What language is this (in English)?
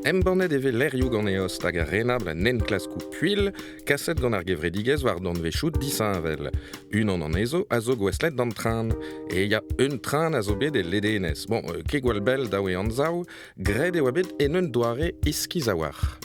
Breton